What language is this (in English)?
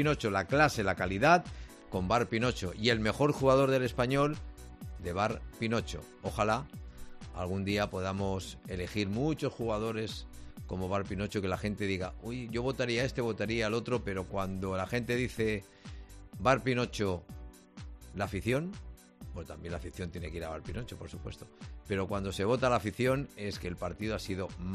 Spanish